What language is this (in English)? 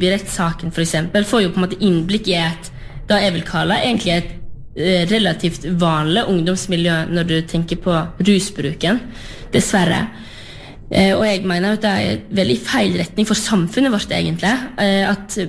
Norwegian